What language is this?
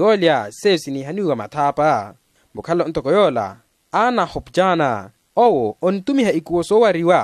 Makhuwa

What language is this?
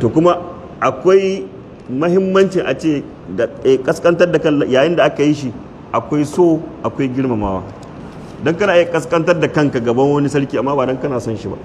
Hausa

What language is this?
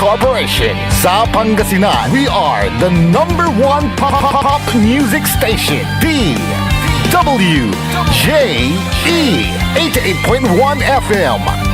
Pangasinan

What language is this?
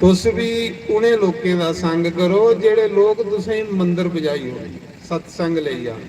Dogri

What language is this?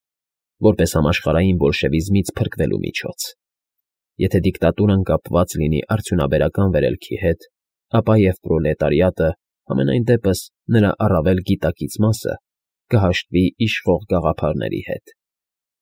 Armenian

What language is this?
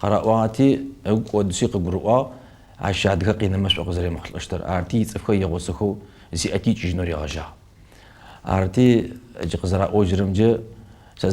Kabardian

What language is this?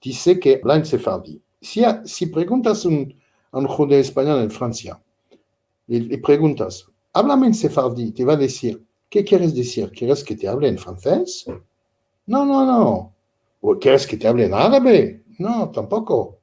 Ladino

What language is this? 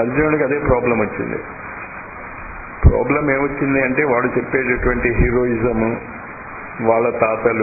Telugu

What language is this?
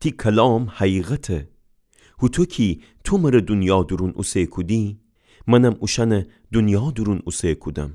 Gilaki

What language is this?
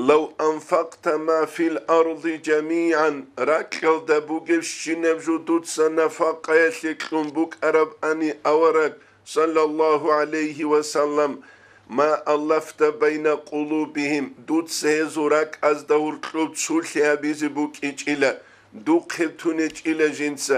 Avaric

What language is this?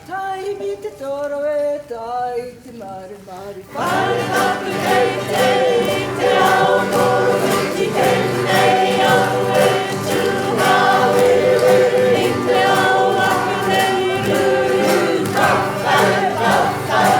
Māori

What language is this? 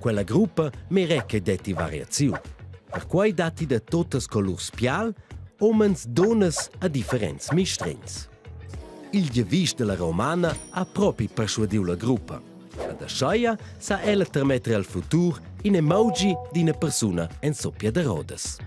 Romansh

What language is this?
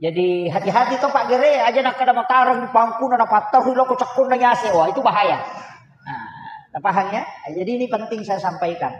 Buginese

